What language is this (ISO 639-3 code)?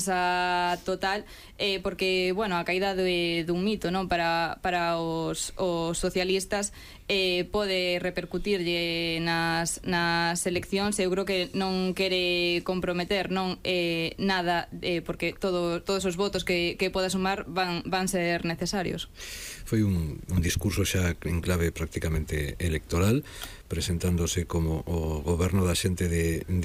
glg